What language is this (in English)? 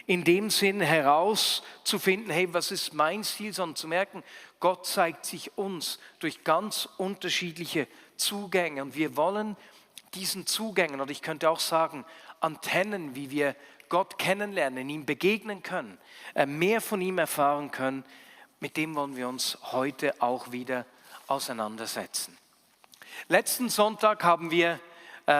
Swiss German